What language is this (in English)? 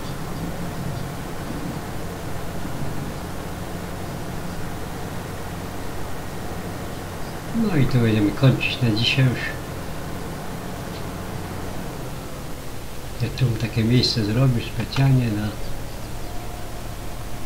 Polish